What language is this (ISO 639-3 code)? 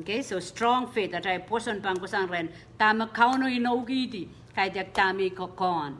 pon